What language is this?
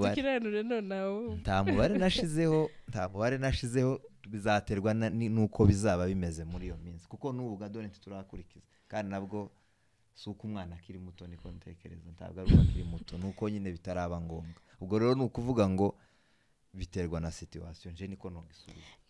Rundi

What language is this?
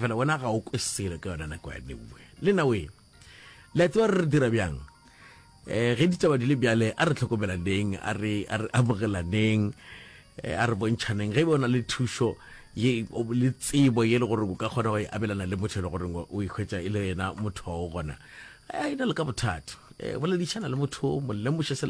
Northern Sotho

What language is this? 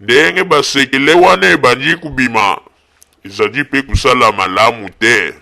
Lingala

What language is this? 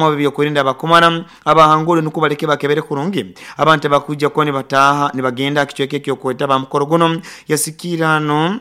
Nyoro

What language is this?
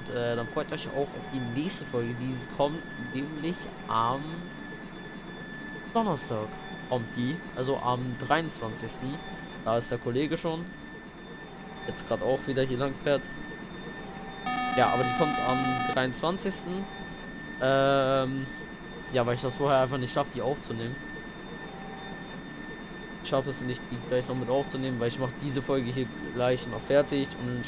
German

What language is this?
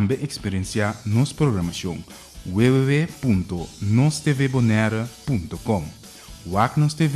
Papiamento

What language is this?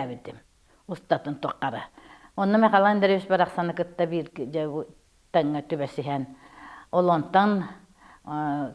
Yakut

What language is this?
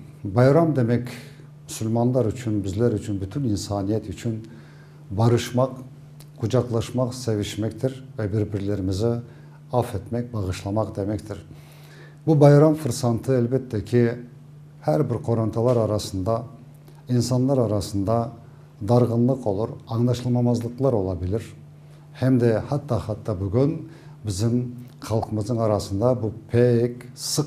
Crimean Tatar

